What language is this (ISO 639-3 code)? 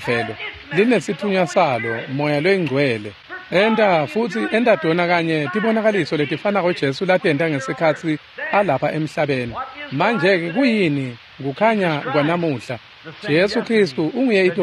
ssw